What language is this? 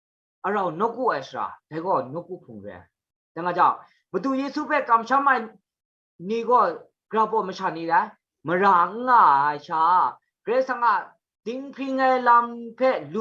Kachin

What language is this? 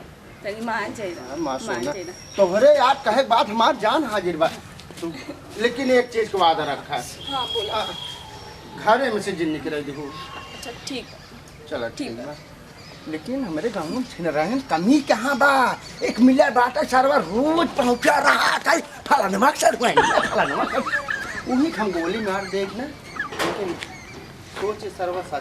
Bhojpuri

